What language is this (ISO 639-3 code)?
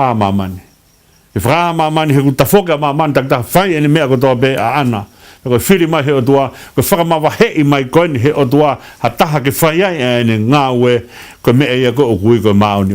ton